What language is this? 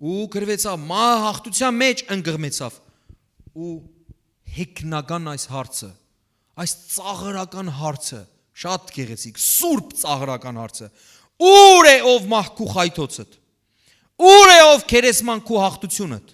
Western Armenian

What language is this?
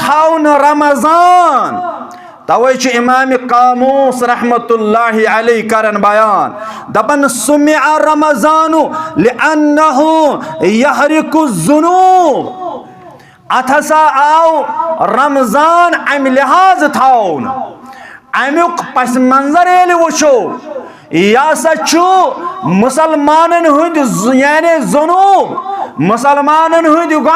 Kashmiri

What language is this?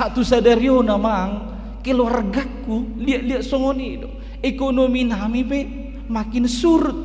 Batak Toba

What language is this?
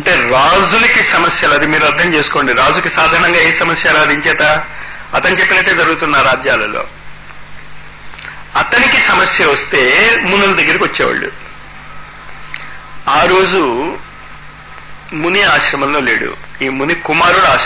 Telugu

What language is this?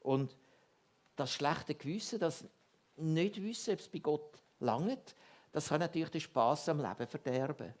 Swiss German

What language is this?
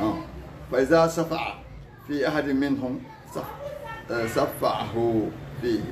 Fula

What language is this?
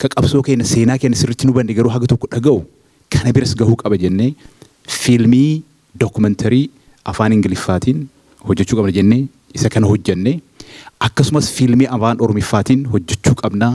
Oromo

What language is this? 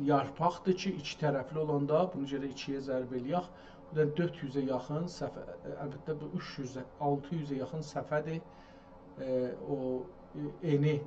South Azerbaijani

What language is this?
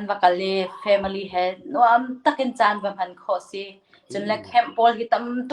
Hakha Chin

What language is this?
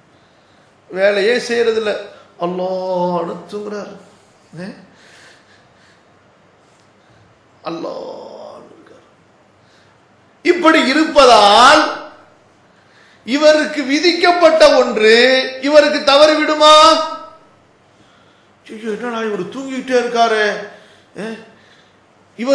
Tamil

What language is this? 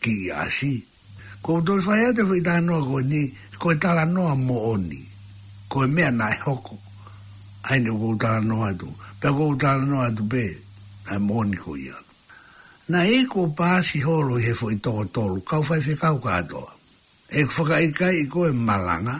Tongan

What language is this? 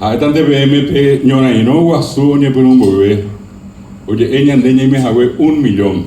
Guarani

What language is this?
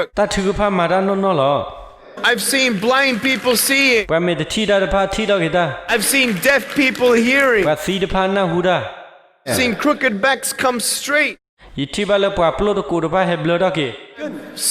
S'gaw Karen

